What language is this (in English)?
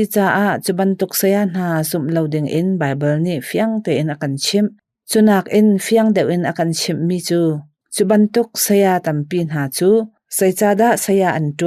Hakha Chin